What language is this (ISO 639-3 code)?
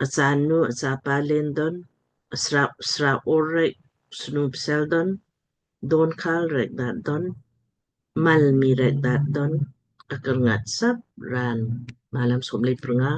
lmk